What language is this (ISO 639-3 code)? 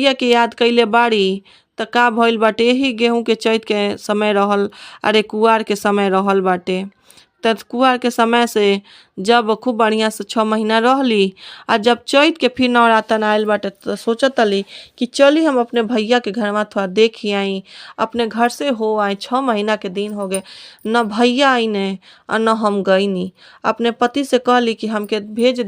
bho